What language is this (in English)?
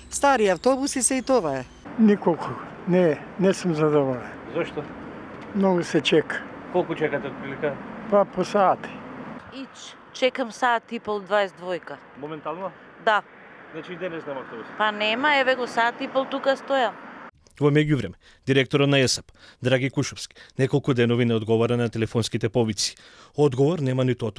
Macedonian